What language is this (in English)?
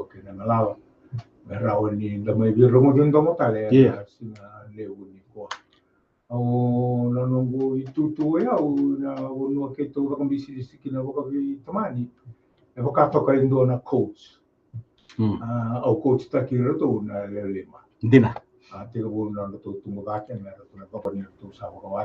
Fijian